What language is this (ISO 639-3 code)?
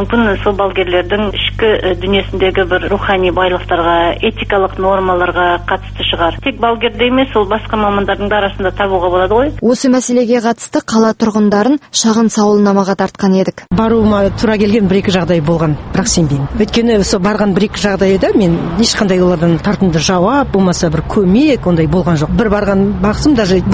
kaz